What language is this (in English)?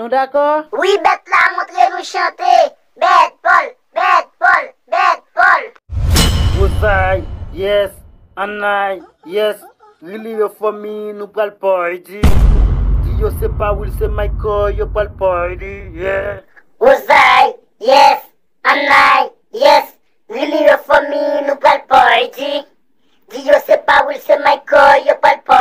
Haitian Creole